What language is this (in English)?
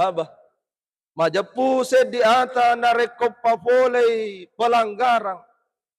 Buginese